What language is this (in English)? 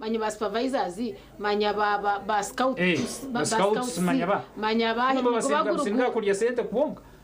Nyankole